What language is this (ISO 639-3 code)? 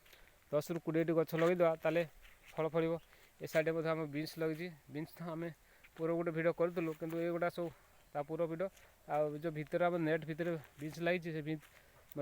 ori